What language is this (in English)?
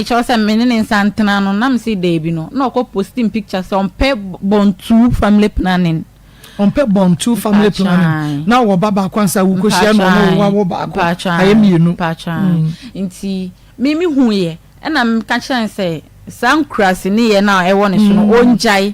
Akan